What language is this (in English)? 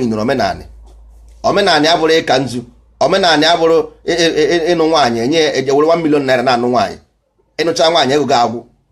Igbo